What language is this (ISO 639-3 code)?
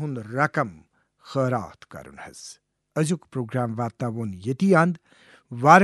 kas